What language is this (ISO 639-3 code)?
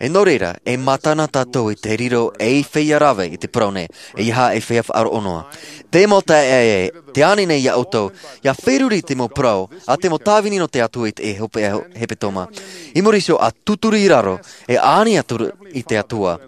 tah